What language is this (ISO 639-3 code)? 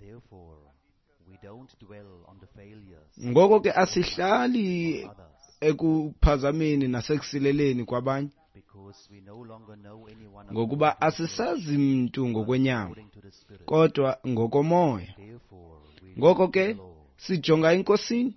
xho